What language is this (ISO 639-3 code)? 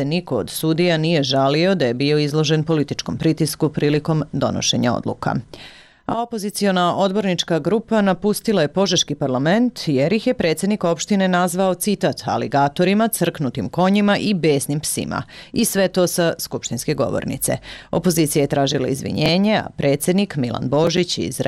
srp